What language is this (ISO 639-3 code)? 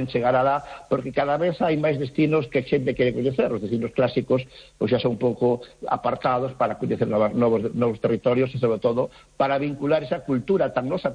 glg